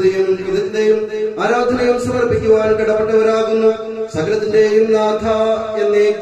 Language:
Malayalam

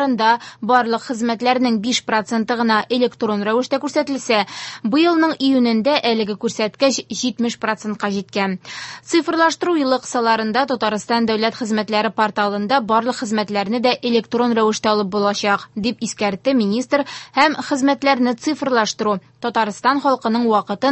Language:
Tatar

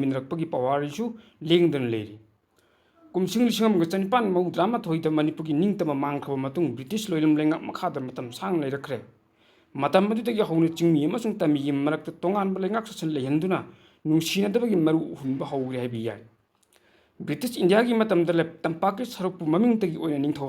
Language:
Manipuri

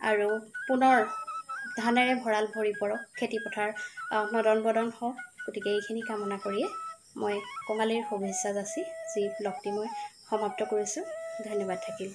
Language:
Assamese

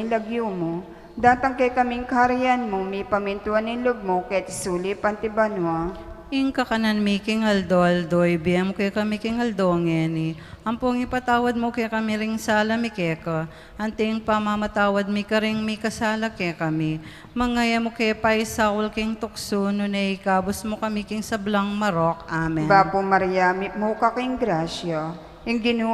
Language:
Pampanga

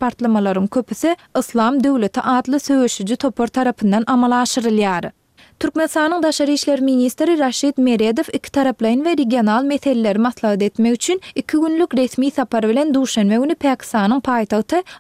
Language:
Turkmen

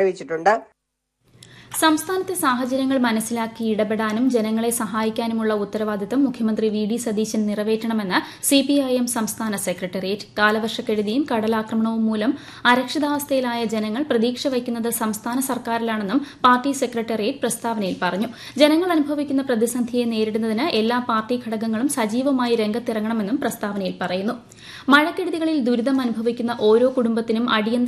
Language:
Malayalam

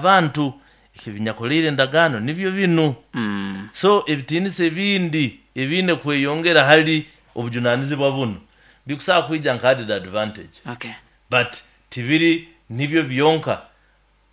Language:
Nyoro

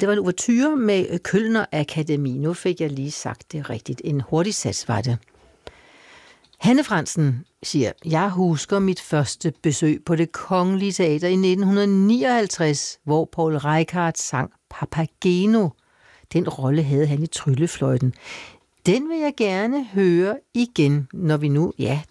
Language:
Danish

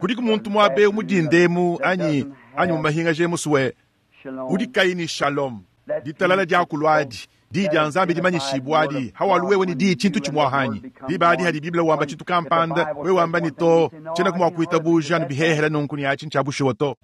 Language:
Luba-Lulua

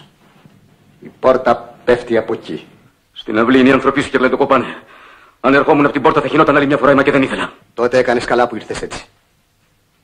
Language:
Greek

